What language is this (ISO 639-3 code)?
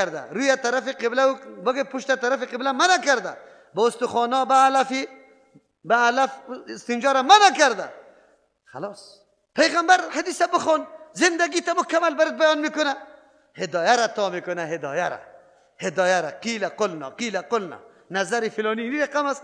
fas